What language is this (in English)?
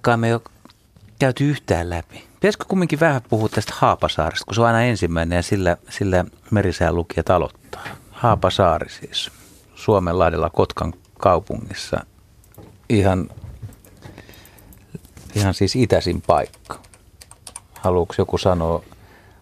Finnish